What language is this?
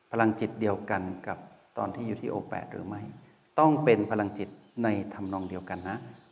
Thai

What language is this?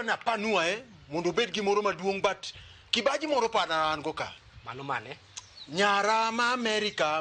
Luo (Kenya and Tanzania)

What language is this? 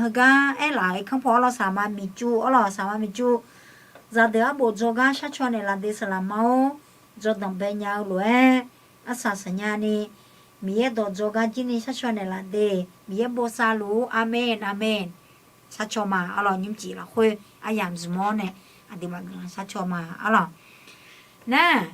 Akha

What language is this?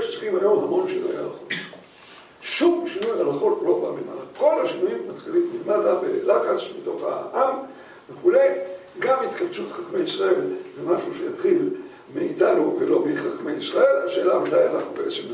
Hebrew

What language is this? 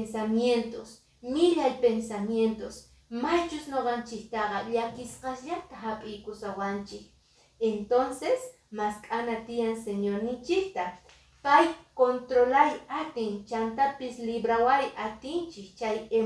Quechua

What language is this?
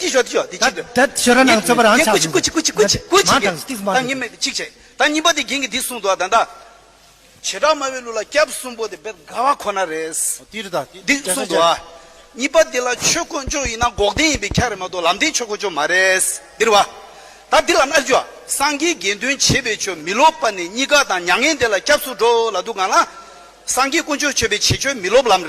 Tibetan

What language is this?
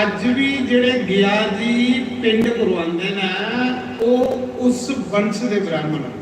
Dogri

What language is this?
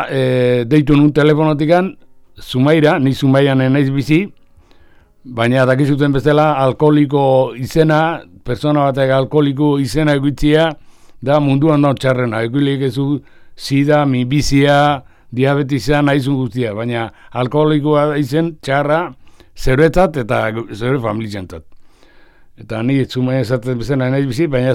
Basque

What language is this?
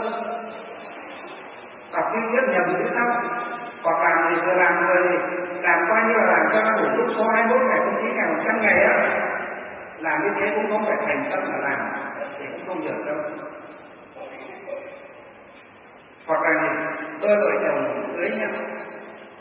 Vietnamese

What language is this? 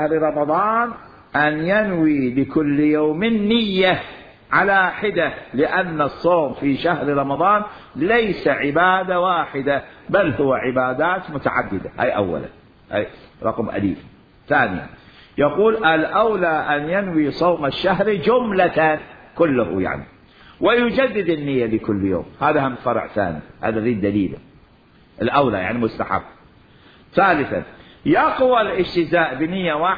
Mesopotamian Arabic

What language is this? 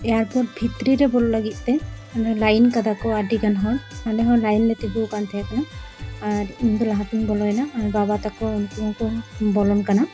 Santali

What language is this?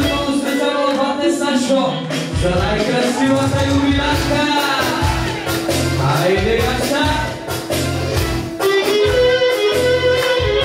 Bulgarian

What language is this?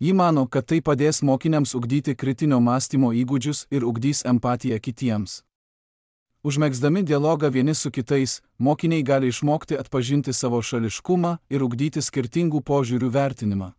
Lithuanian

